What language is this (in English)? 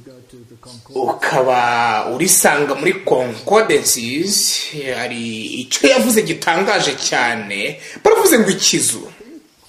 Kinyarwanda